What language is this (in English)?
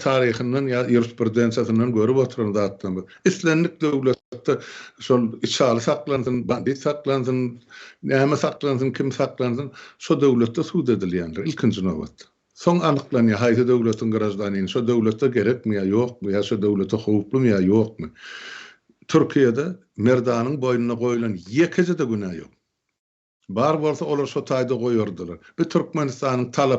Turkmen